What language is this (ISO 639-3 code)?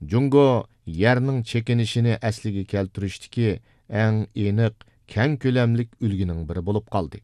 uig